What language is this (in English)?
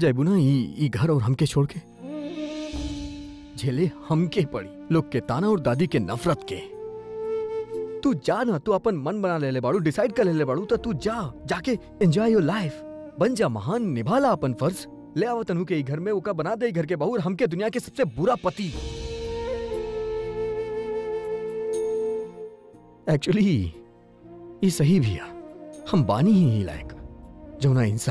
Bhojpuri